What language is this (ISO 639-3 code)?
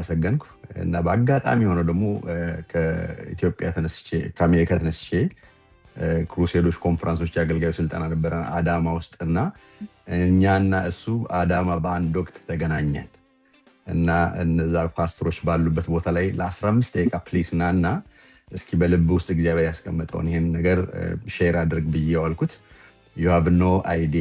amh